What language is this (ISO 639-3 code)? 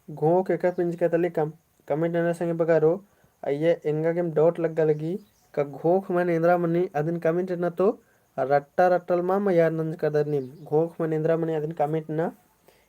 kru